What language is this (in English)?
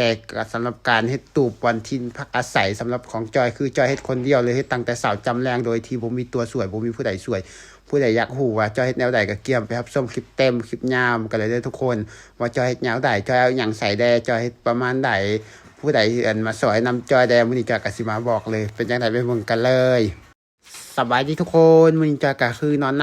Lao